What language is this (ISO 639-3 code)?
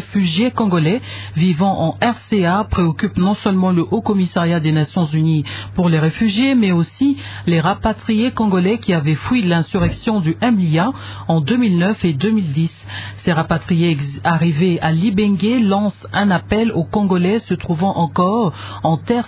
fra